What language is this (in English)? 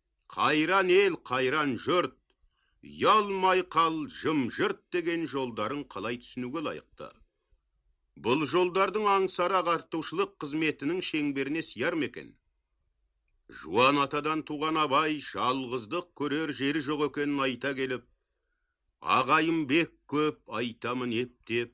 Kazakh